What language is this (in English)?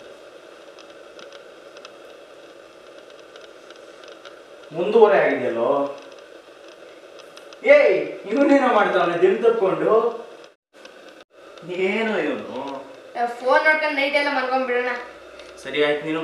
Kannada